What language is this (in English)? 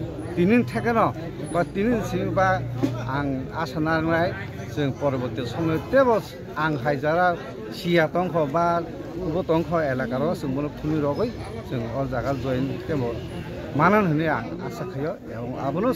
Kok Borok